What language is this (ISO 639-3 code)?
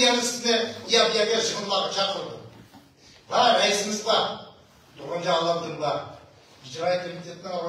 uig